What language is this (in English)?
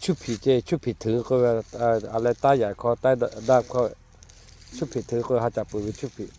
Lahu